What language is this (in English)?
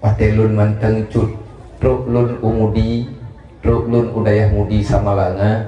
Achinese